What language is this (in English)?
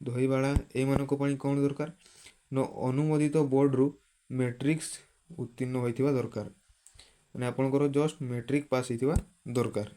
Odia